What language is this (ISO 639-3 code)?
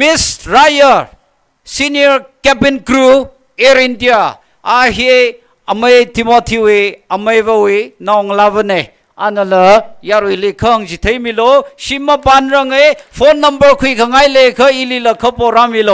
nmf